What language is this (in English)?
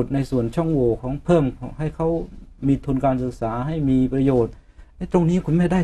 Thai